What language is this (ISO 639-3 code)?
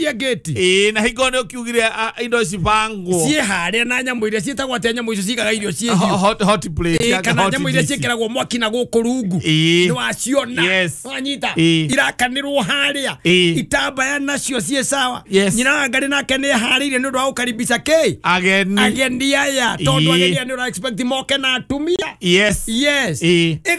kik